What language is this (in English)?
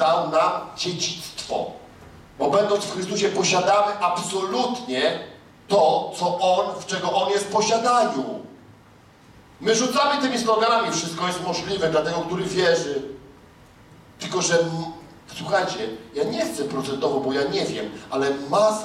Polish